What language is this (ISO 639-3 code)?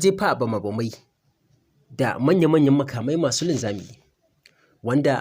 hau